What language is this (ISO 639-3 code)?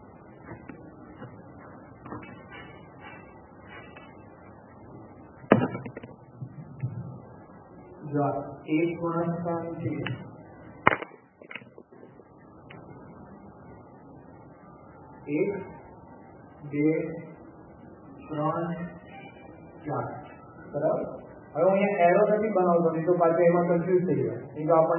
guj